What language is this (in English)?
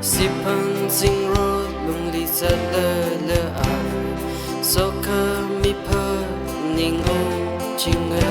Tangkhul Naga (India)